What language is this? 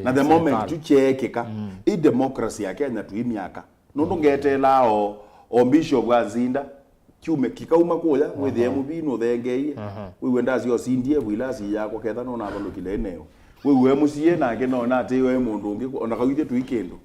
Kamba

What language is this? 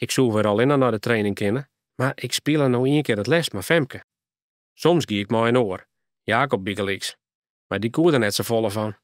Western Frisian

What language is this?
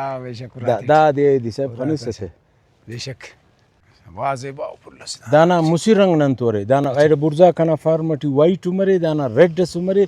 Brahui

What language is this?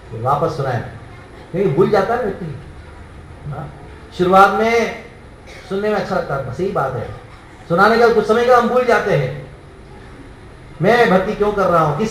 Hindi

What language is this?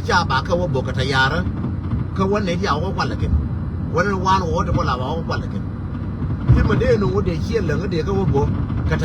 Nuer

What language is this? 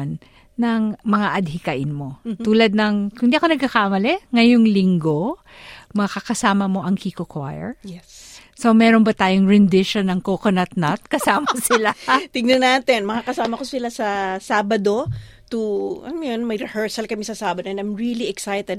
Filipino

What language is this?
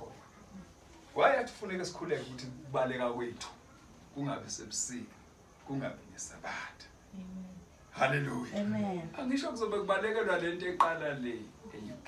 Zulu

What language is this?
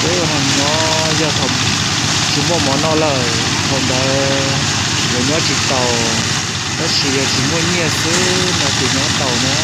Hmong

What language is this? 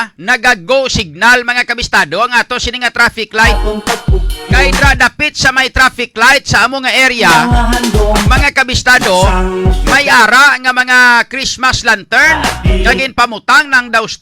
Hiligaynon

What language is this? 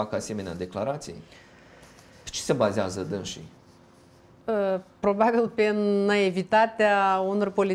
Romanian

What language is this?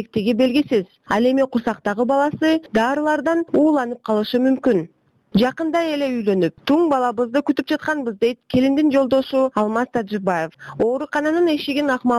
Kyrgyz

